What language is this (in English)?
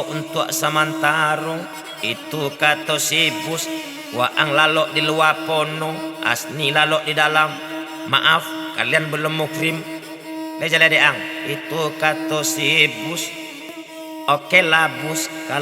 Minangkabau